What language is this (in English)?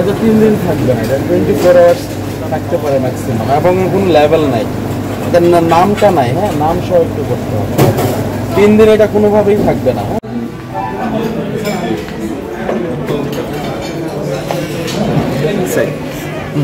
Bangla